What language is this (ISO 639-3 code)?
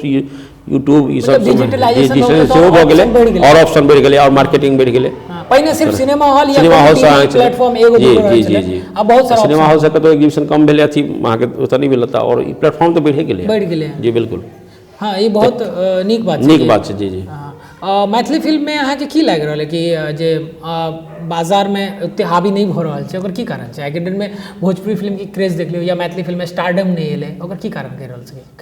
mai